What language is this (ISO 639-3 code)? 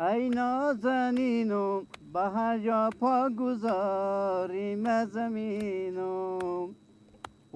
fas